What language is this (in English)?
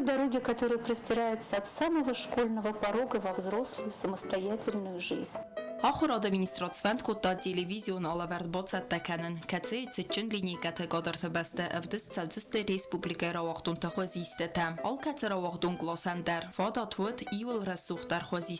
Ossetic